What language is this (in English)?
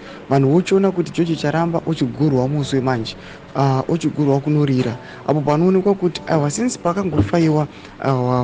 Shona